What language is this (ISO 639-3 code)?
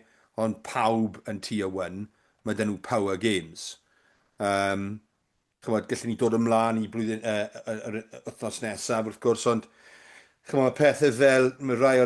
cym